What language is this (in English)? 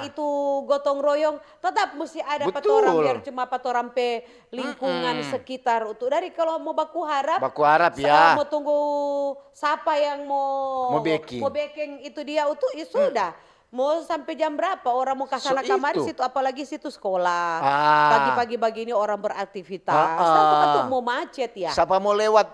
Manado Malay